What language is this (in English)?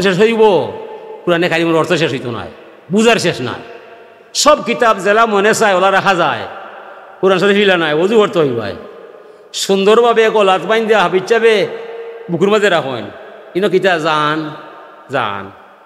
Sylheti